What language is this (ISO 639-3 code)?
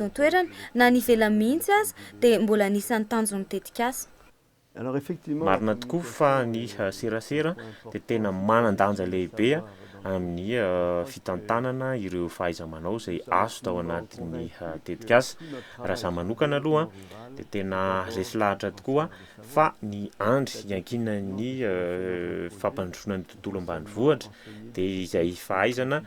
mlg